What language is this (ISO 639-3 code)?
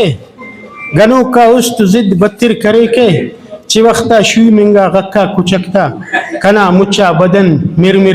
brh